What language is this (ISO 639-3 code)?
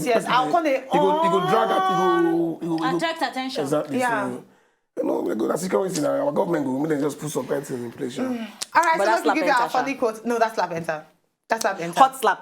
pcm